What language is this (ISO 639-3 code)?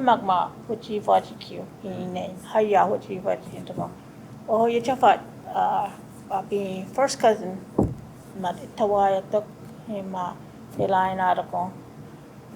cho